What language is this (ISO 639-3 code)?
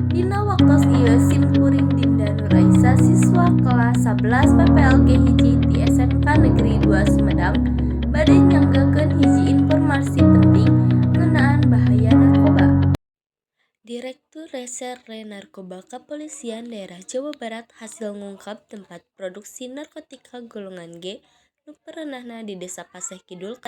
sun